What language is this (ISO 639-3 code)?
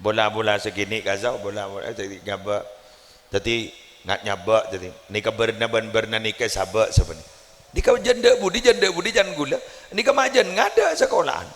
mad